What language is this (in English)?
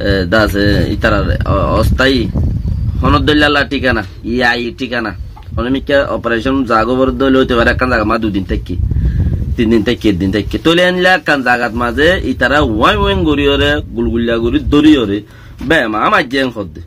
Rohingya